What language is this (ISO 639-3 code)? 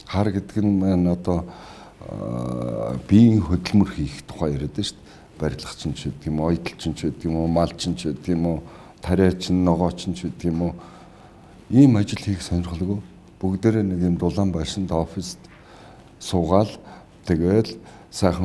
mon